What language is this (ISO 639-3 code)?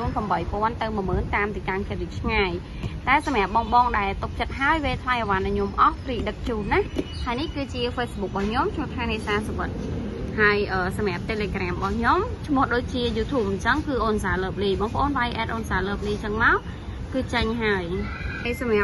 khm